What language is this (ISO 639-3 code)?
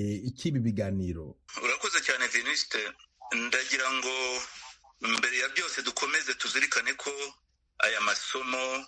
kin